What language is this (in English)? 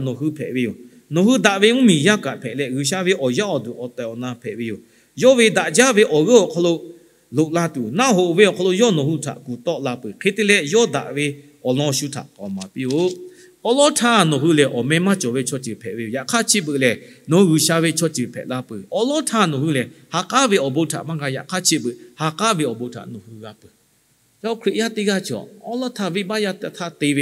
Lahu